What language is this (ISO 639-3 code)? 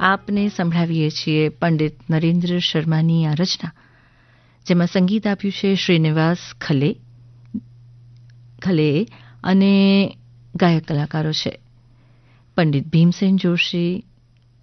guj